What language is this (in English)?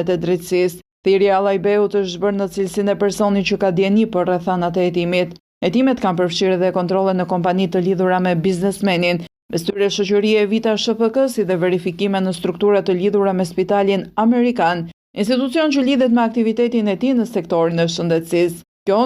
Albanian